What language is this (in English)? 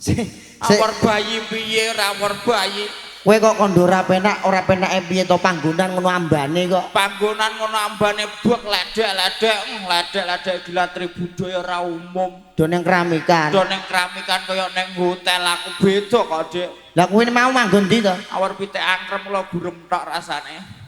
Javanese